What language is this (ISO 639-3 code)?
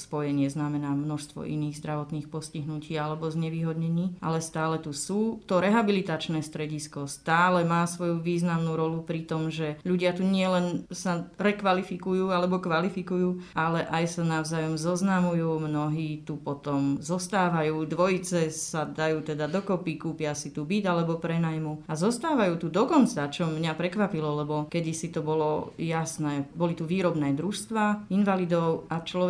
slk